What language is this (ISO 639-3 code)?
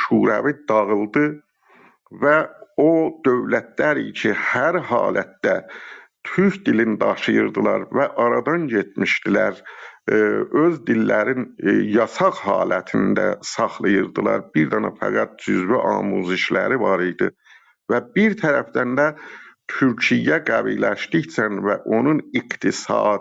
azb